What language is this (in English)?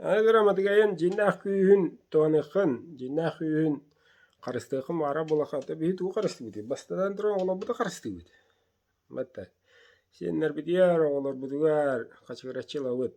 Yakut